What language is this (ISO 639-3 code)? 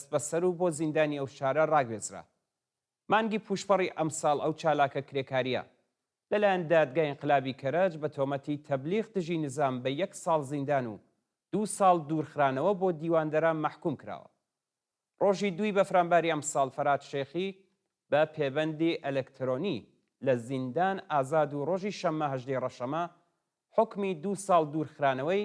ckb